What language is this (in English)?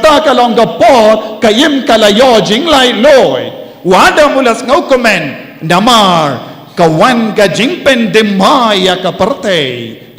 Khasi